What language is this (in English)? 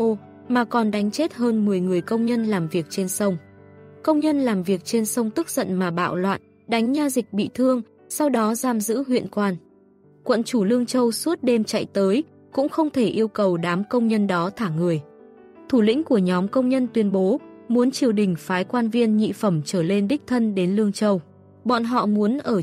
Vietnamese